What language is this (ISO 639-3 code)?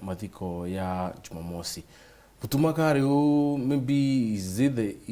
mer